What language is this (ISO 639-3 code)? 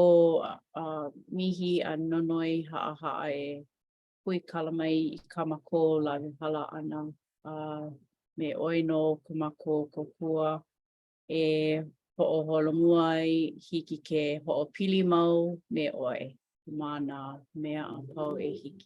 haw